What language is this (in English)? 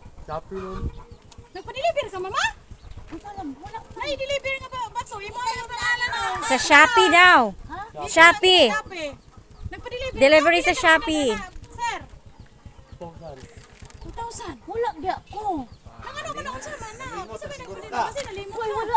Cebuano